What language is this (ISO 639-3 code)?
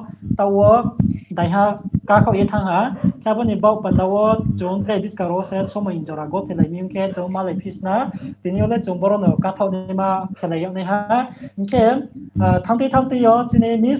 ria